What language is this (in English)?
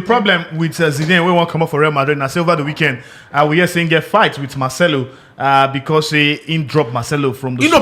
Nigerian Pidgin